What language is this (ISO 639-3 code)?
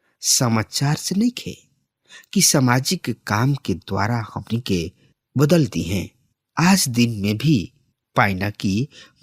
bho